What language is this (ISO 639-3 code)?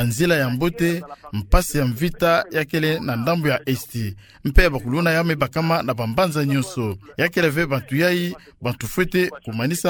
ktu